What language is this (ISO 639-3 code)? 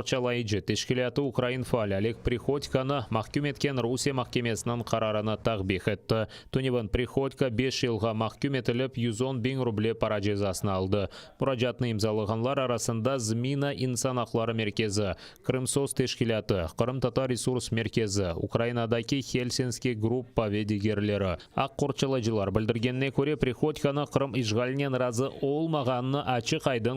crh